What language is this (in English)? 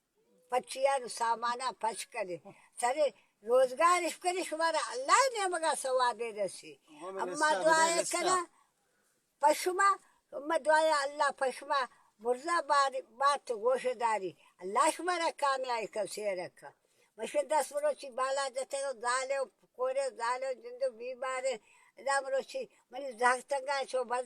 Baluchi